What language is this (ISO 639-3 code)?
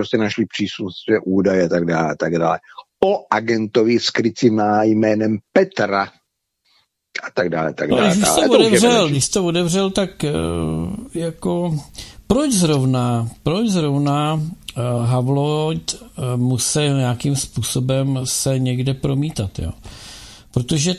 ces